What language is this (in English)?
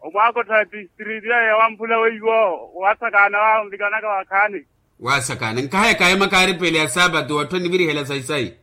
Makhuwa